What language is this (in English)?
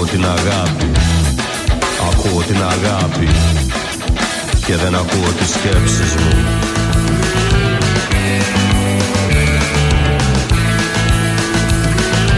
Greek